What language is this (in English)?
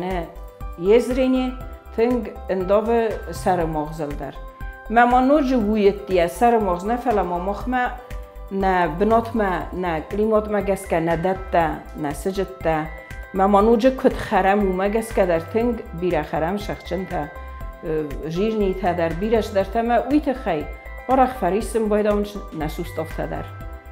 Ossetic